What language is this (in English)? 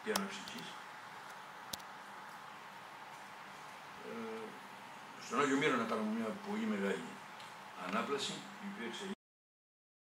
Greek